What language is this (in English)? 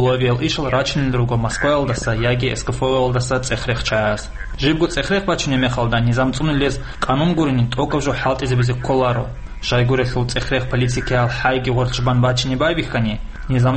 Avaric